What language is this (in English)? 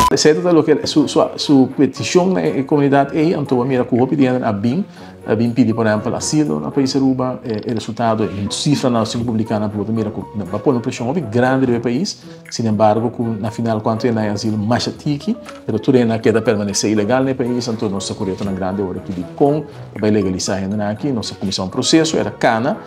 Papiamento